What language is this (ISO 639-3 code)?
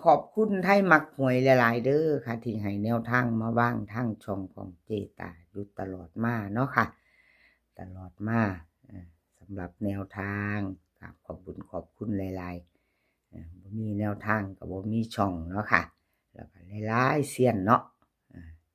tts